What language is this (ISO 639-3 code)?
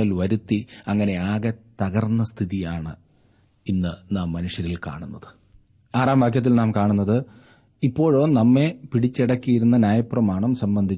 mal